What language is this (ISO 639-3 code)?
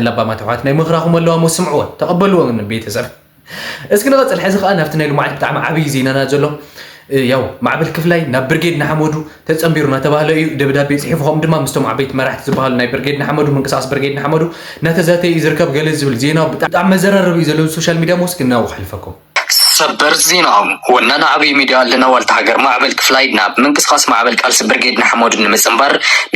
tir